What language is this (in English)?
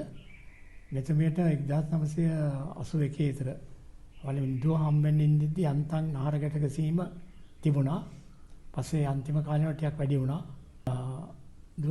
Sinhala